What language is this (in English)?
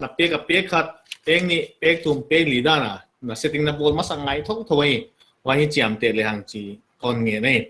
Paite Chin